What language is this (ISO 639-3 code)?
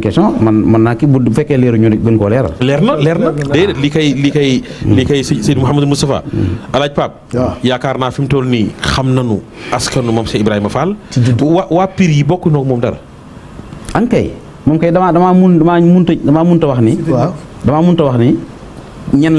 wol